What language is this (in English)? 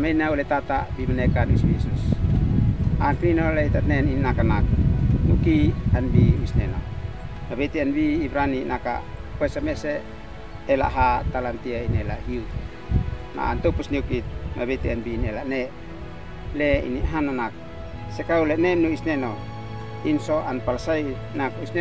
Uab Meto